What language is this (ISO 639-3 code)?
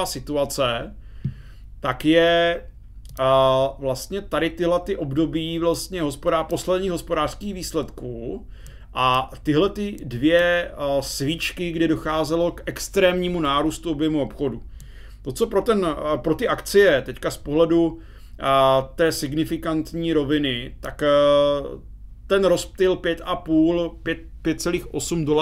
ces